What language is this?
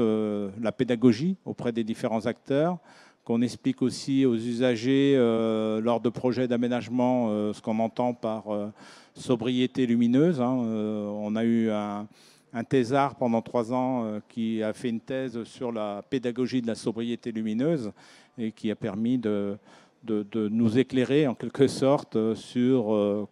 French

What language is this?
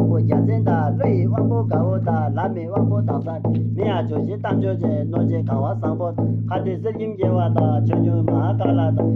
Tibetan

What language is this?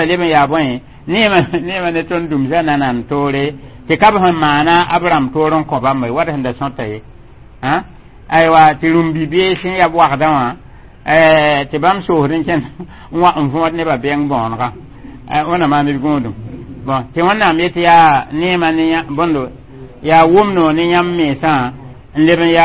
Mossi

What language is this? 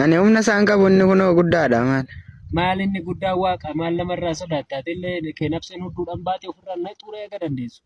Oromo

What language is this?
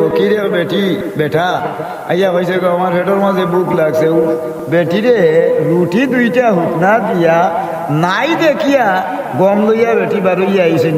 Sylheti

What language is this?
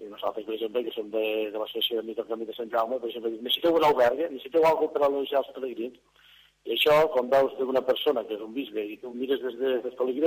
Catalan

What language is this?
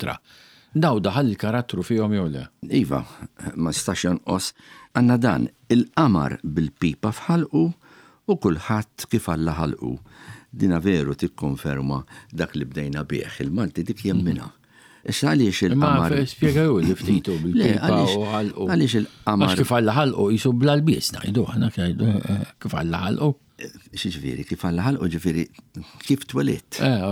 Maltese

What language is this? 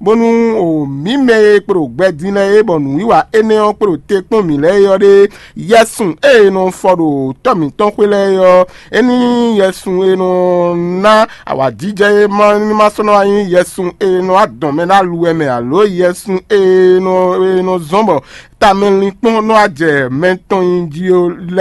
Fon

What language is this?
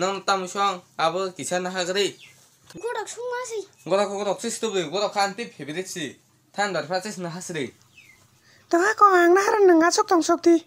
Kok Borok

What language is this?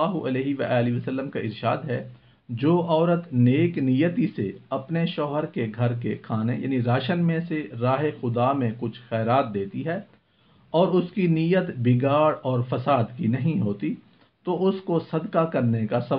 Urdu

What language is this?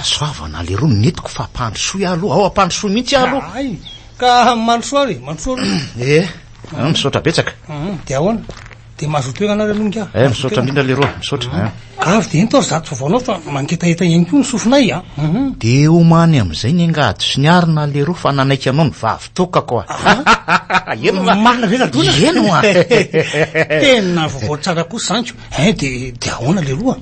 Malagasy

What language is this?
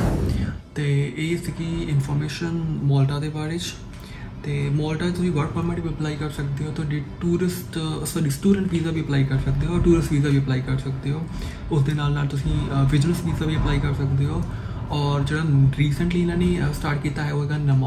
Punjabi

